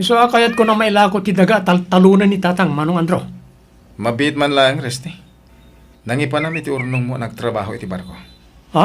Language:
Iloko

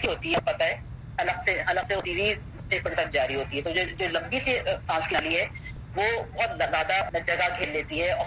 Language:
Urdu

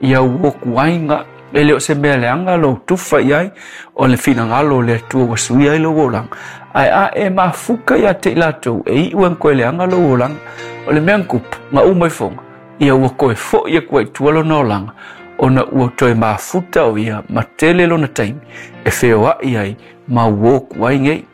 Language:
Samoan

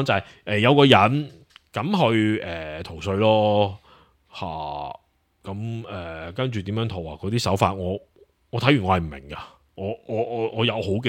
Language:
Cantonese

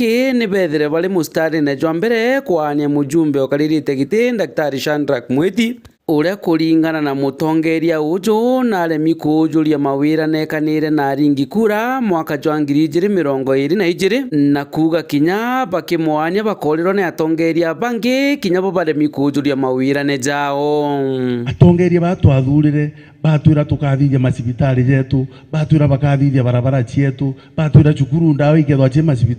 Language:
Meru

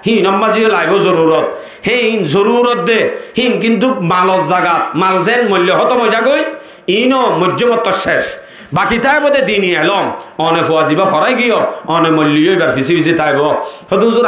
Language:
Rohingya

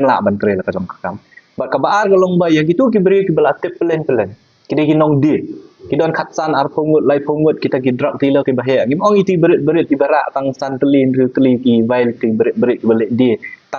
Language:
Khasi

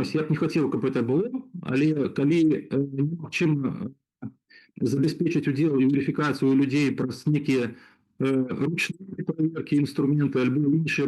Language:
Belarusian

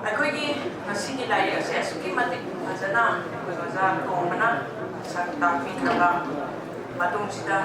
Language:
Manipuri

